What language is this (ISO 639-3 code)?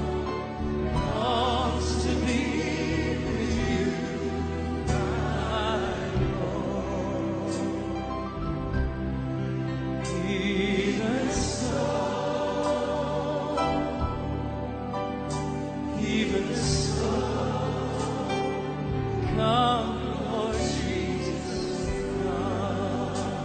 eng